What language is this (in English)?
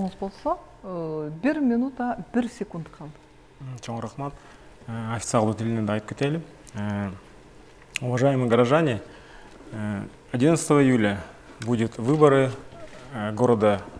Kyrgyz